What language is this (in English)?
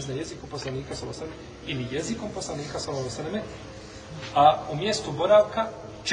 Bosnian